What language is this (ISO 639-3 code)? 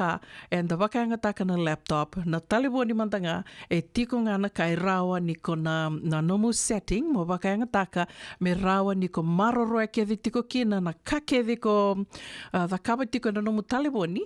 fij